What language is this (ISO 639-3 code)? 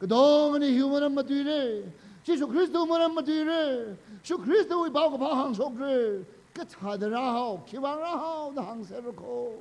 nmf